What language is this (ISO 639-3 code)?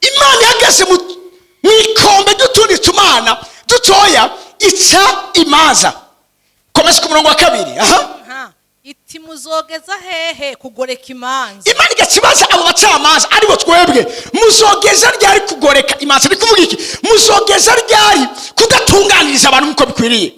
run